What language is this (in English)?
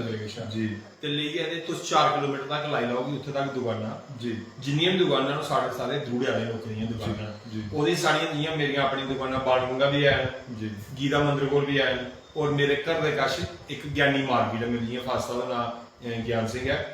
Dogri